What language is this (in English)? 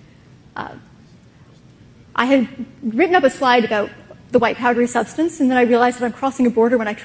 English